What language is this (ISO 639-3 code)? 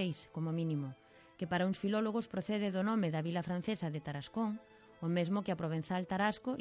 glg